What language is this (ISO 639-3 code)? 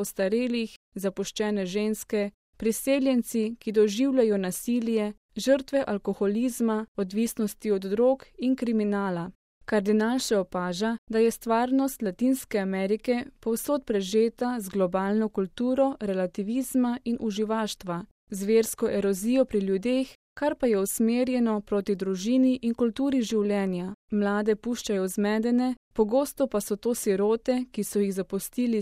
slv